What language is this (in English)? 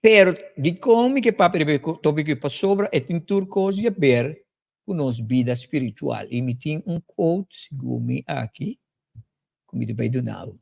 Papiamento